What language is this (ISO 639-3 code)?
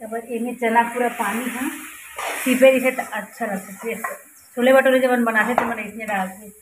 hne